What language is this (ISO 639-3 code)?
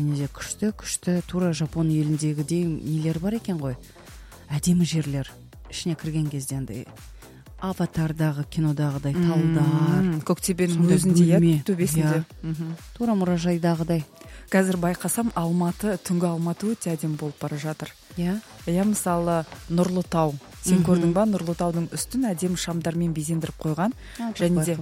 kaz